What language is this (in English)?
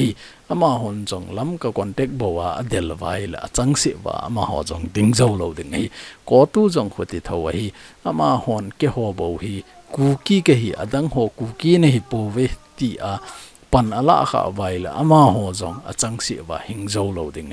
Thado Chin